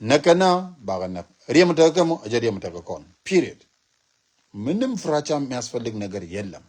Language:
Nuer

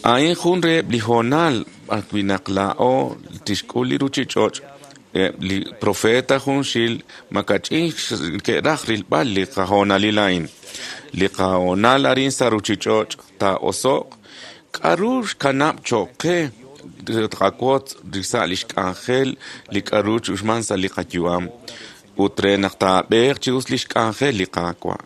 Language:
Kekchí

